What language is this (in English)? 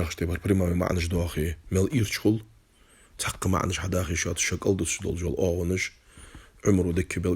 Ingush